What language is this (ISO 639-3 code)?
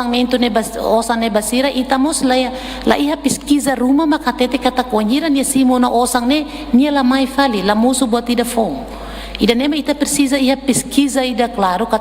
tet